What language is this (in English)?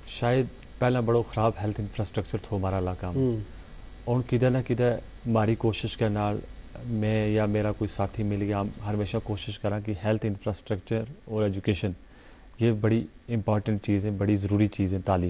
Gujari